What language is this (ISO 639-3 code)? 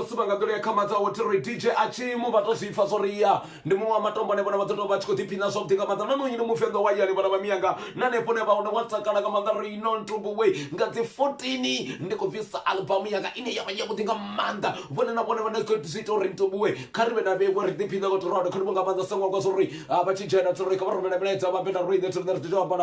ven